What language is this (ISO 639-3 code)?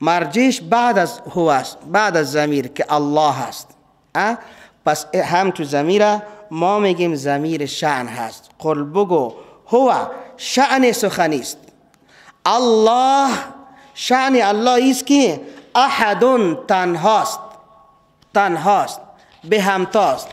fas